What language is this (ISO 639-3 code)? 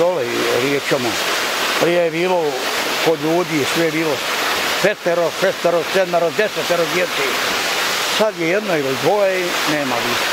bos